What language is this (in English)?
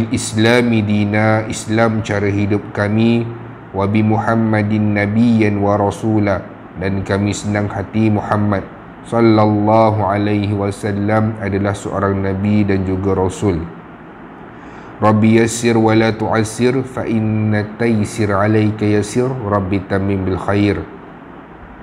Malay